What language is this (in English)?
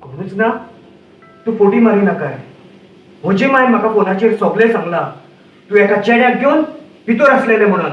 Konkani